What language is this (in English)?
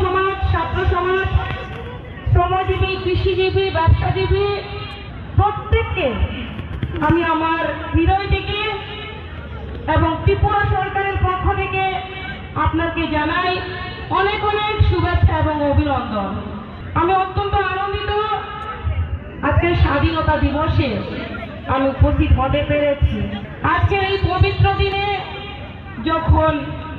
Bangla